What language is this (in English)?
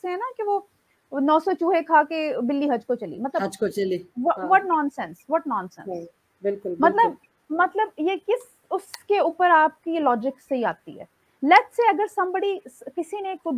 Urdu